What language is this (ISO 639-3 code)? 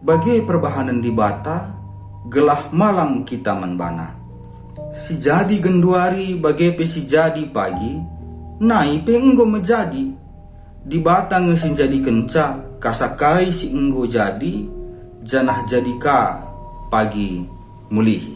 btx